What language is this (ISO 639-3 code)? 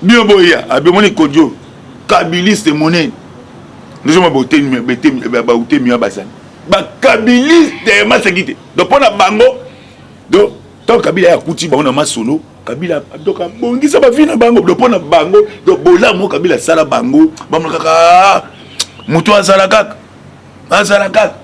lin